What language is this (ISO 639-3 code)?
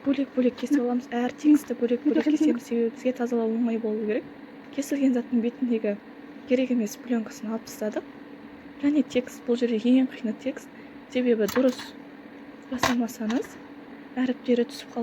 kaz